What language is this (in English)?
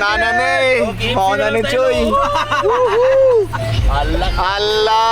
Cebuano